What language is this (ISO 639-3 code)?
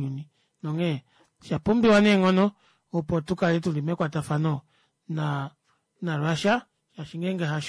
kua